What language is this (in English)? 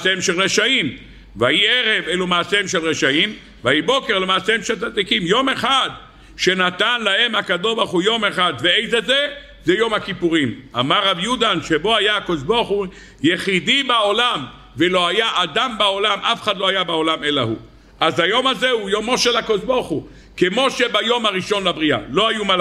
Hebrew